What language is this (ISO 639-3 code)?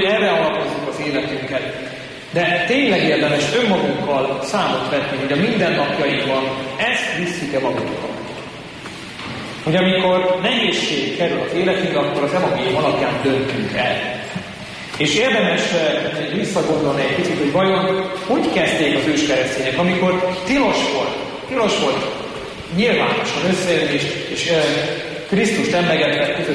hun